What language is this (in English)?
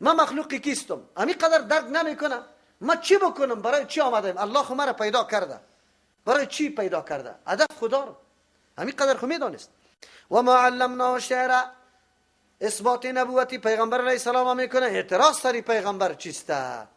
Persian